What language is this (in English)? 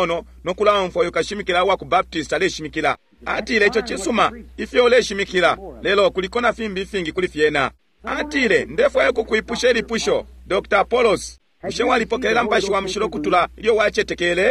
Bemba